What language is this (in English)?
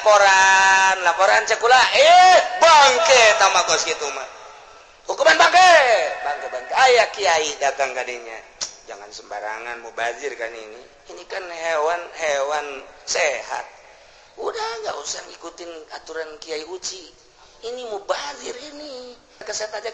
Sundanese